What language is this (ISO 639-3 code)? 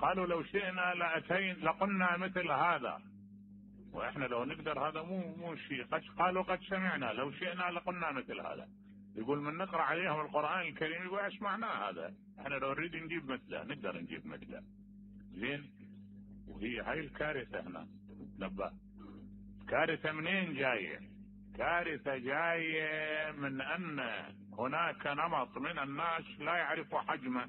acm